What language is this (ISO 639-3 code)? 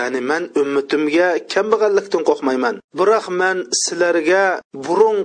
uig